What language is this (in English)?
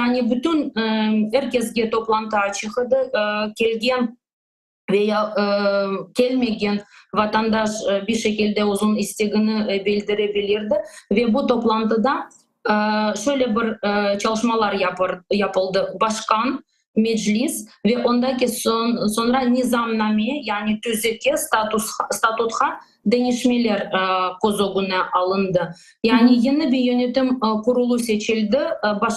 Crimean Tatar